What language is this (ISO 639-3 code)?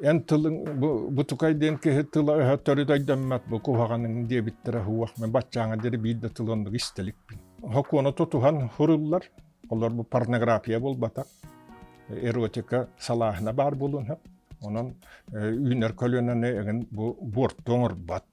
sah